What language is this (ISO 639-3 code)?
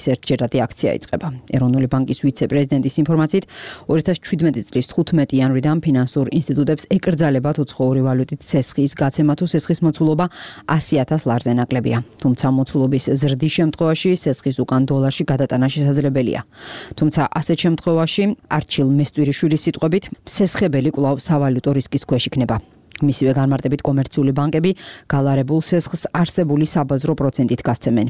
kat